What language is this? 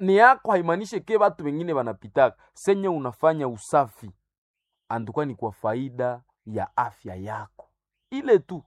Nande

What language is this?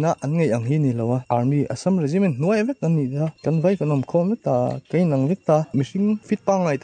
Mizo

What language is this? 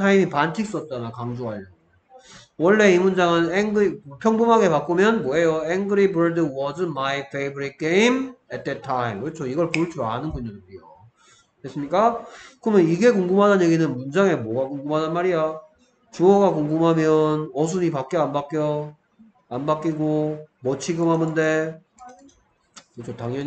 Korean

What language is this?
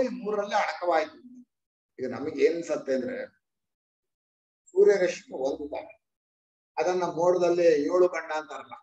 Kannada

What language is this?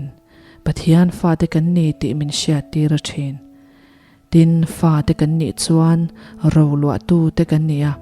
Mizo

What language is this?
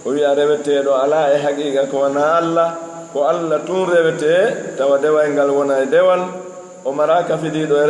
Fula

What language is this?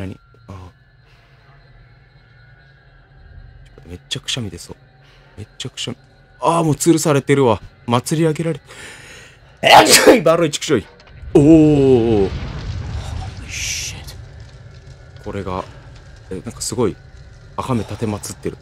Japanese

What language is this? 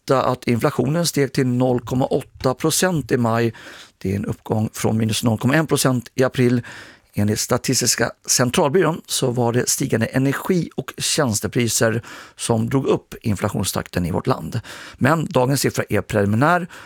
Swedish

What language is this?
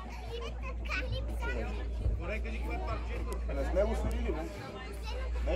Bulgarian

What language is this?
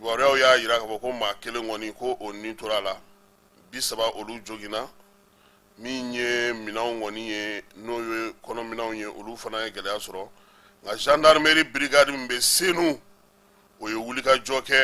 Bambara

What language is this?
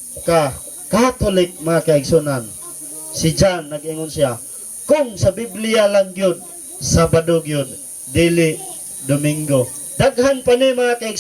Cebuano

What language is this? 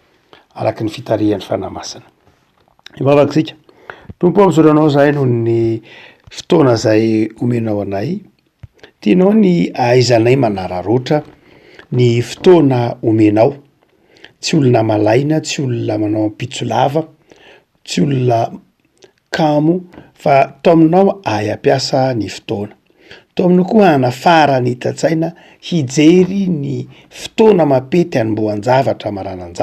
Malagasy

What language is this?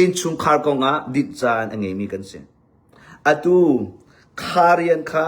Hakha Chin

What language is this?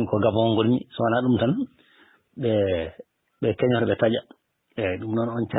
Fula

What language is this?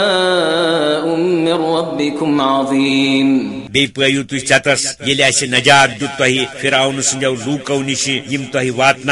Kashmiri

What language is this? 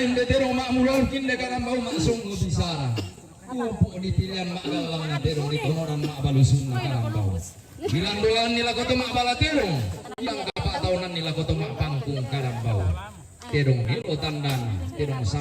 Toraja-Sa'dan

